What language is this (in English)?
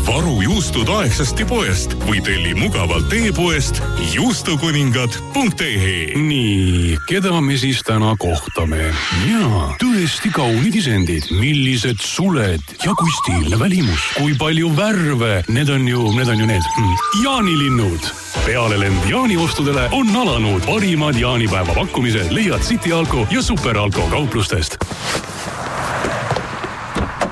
Estonian